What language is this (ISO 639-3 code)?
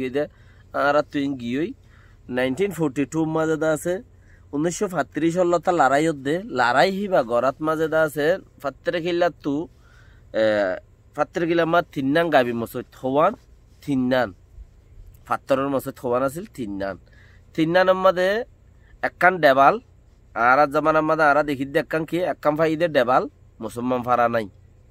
rhg